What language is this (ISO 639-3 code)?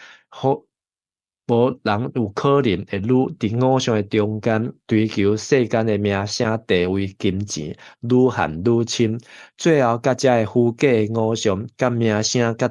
nan